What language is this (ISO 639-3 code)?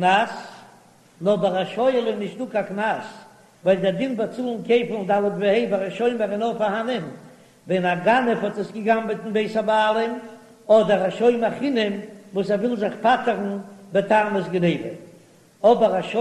yid